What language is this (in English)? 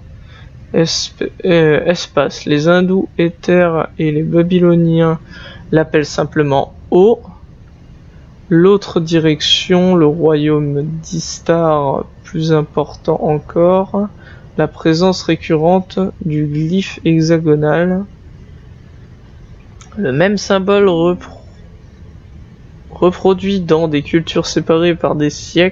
French